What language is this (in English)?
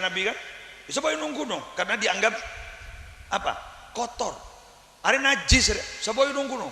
Madurese